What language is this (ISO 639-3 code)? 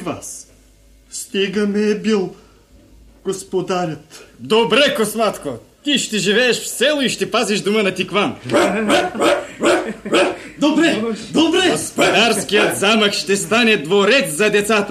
bul